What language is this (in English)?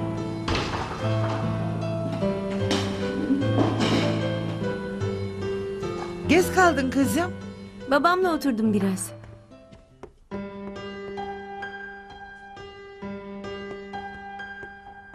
Turkish